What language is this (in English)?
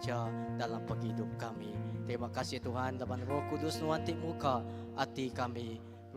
Iban